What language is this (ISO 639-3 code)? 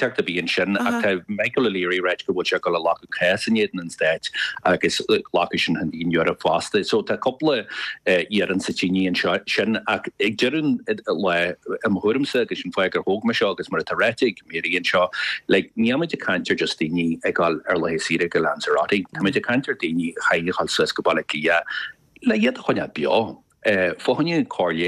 gle